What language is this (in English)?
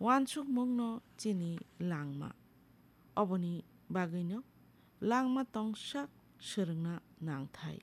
Kok Borok